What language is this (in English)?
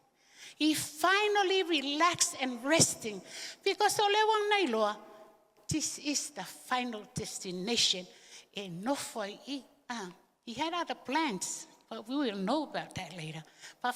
Samoan